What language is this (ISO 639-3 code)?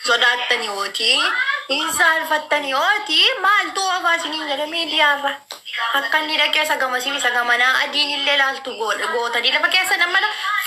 orm